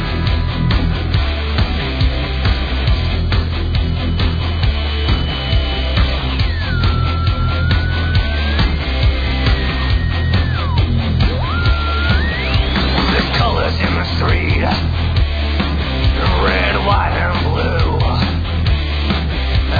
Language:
Serbian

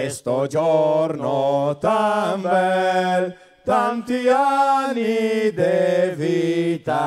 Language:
Venetian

